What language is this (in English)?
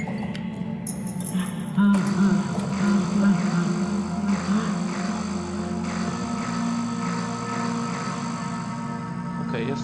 Polish